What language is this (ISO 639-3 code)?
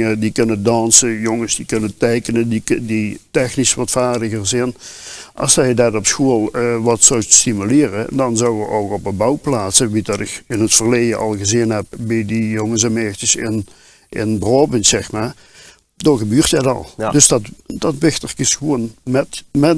lim